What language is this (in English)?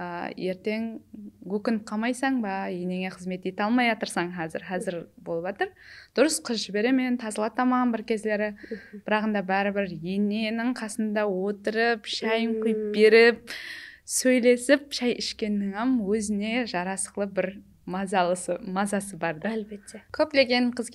Kara-Kalpak